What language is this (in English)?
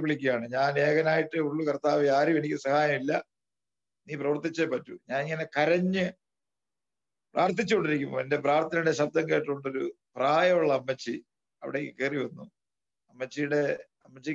Malayalam